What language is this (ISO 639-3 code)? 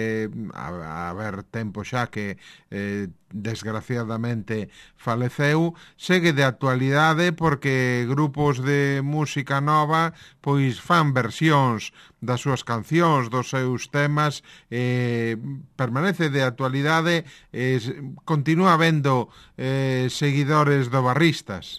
glg